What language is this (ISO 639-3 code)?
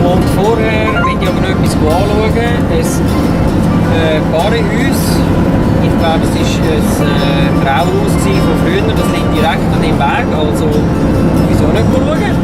gsw